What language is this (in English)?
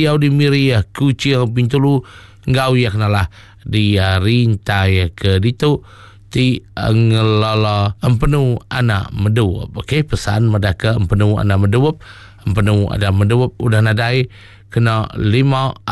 Iban